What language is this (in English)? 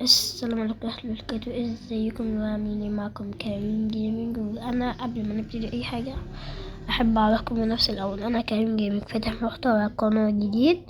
Egyptian Arabic